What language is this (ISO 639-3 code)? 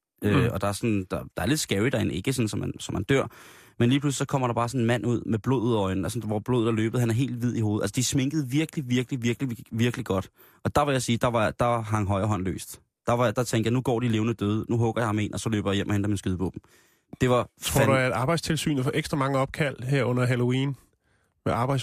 dan